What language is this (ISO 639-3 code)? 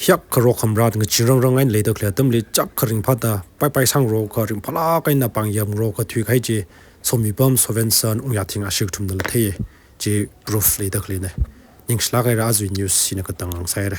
nmf